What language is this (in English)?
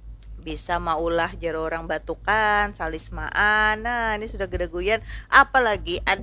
Banjar